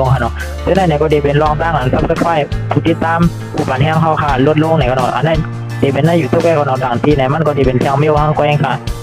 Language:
Shan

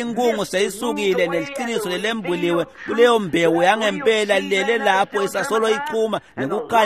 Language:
Swati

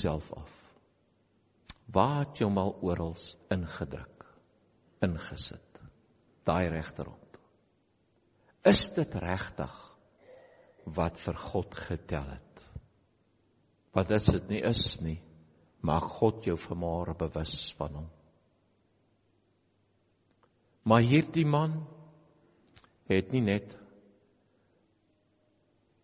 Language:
Afrikaans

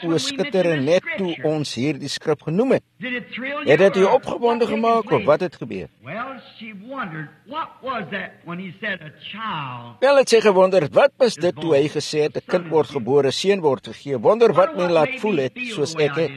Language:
Afrikaans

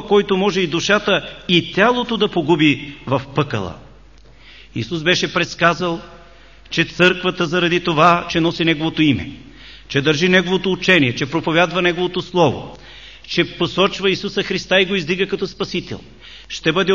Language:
Bulgarian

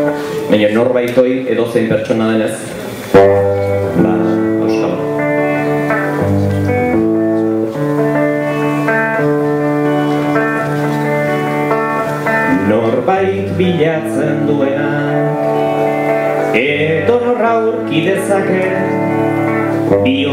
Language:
Basque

